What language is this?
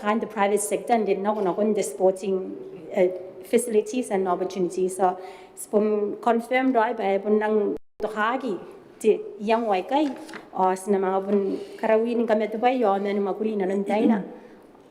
Gilbertese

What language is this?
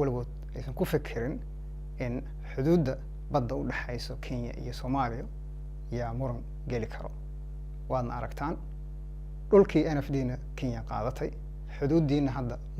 Somali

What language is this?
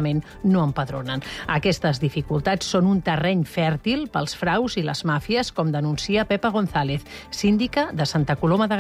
Catalan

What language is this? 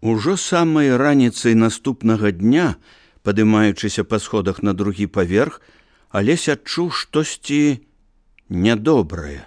Belarusian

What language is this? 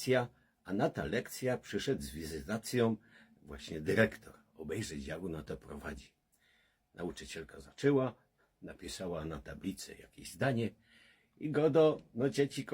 Silesian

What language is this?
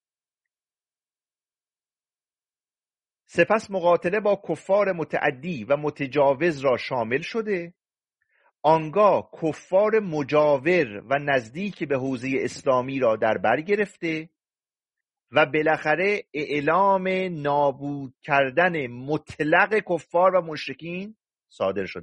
Persian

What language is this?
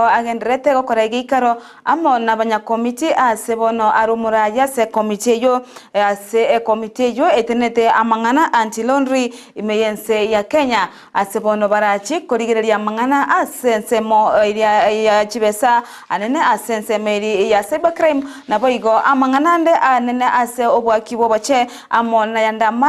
Gusii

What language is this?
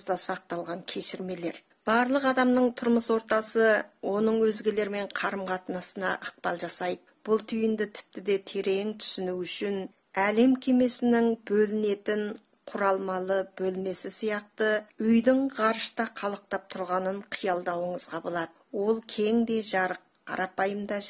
Kazakh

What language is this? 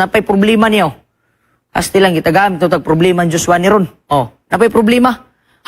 Cebuano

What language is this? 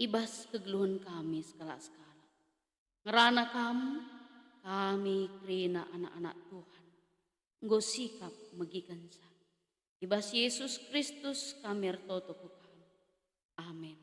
Batak Karo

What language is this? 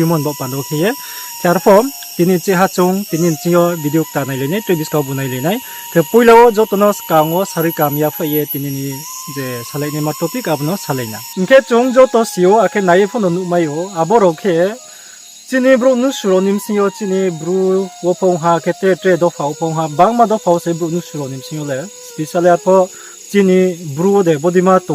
Riang (India)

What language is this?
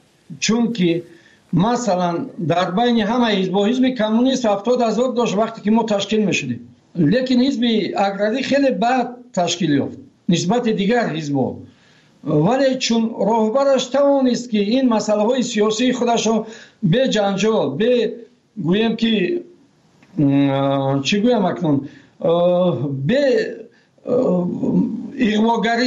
Persian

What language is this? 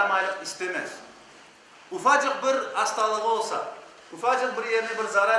Crimean Tatar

